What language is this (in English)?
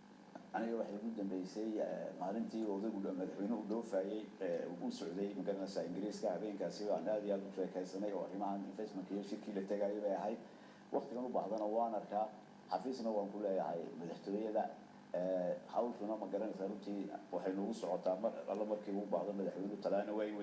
Somali